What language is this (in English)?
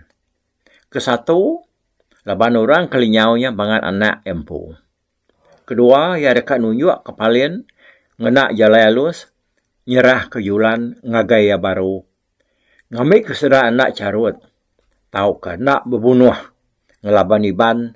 Iban